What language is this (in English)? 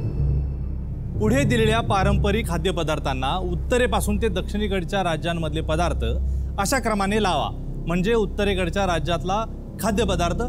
Marathi